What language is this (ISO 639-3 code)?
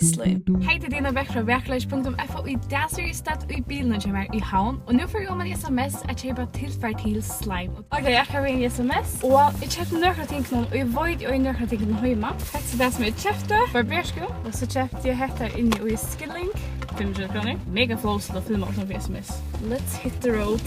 fao